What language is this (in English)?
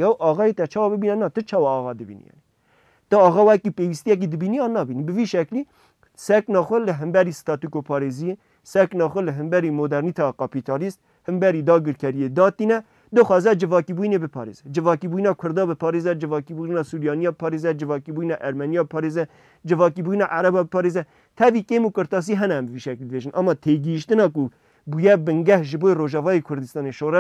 Kurdish